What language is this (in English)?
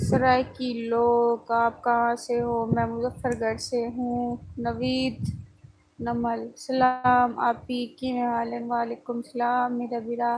Saraiki